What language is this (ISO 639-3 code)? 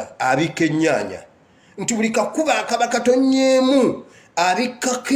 lug